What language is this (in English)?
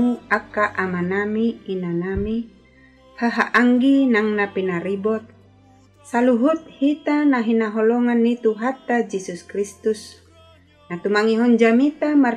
Batak Toba